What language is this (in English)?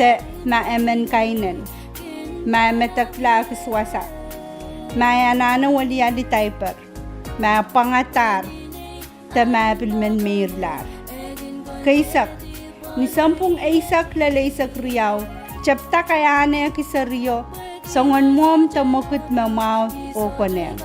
Pohnpeian